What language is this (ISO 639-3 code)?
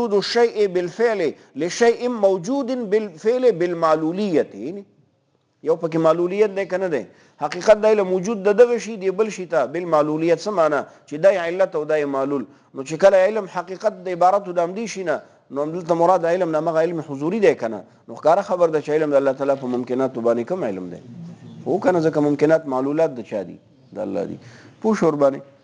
pus